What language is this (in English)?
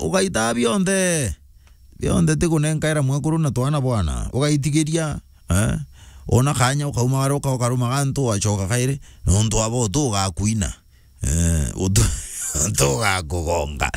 Meru